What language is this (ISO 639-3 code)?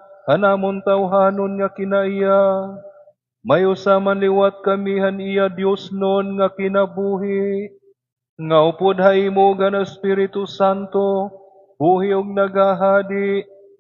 war